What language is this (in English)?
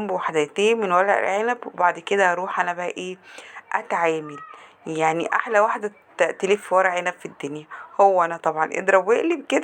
Egyptian Arabic